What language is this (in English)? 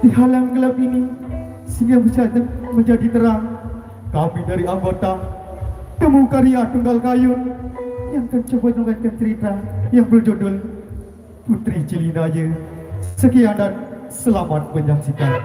Sasak